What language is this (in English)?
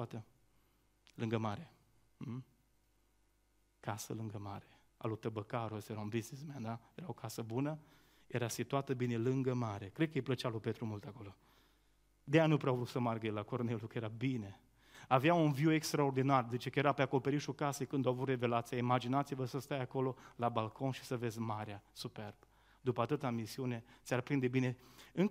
Romanian